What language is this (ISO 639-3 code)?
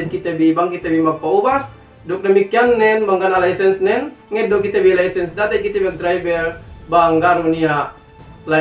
yka